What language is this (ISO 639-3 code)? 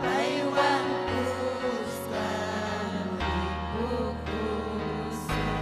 quy